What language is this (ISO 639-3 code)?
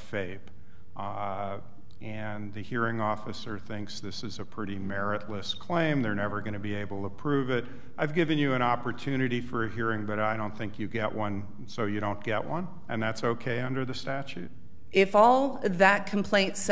eng